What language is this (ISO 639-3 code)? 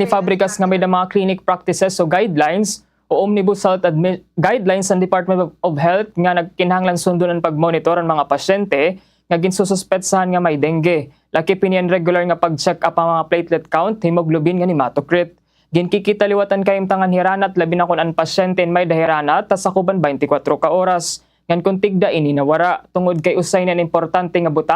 war